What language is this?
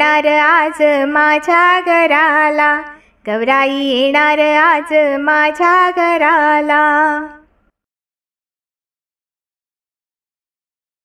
Marathi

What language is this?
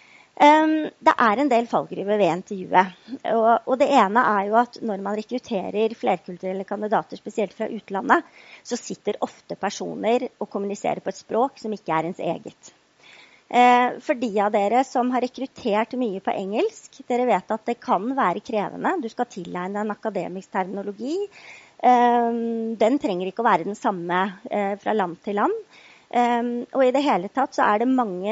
Norwegian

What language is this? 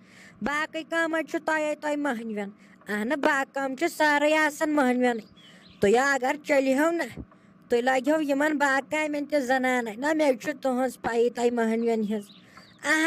Kashmiri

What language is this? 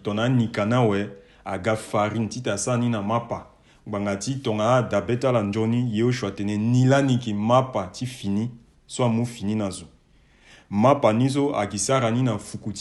Sango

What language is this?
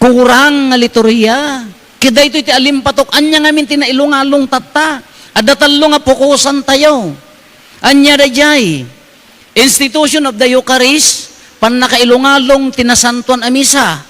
Iloko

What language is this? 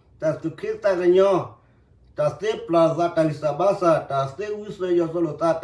S'gaw Karen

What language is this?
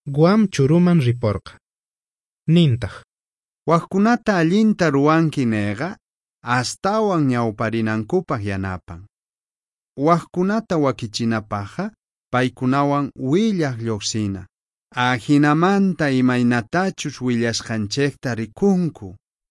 South Bolivian Quechua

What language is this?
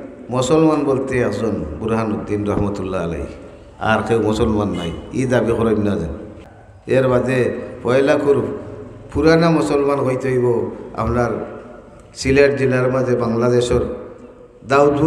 Sylheti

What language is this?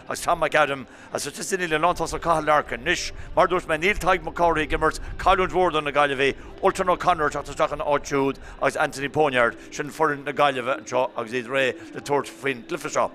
Irish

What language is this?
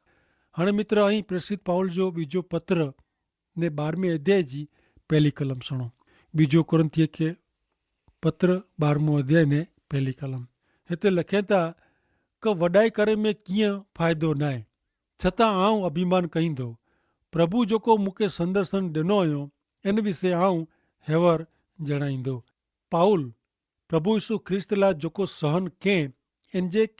Kachhi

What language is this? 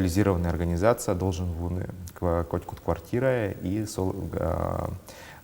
Udmurt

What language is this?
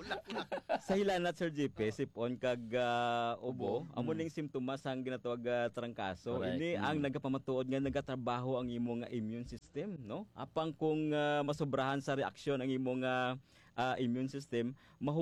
Hiligaynon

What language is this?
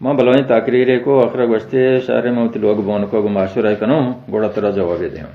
Baluchi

